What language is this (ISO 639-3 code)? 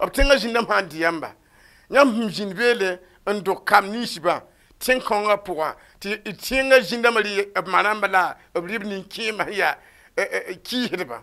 mos